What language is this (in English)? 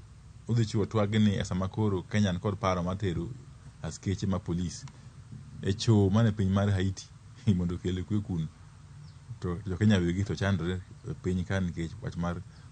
Luo (Kenya and Tanzania)